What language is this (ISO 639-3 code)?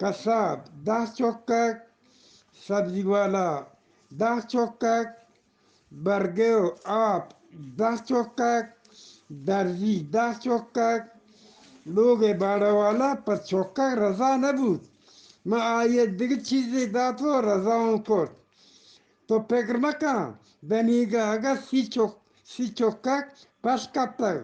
bgp